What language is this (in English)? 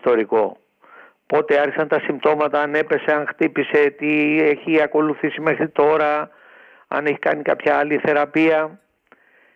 Greek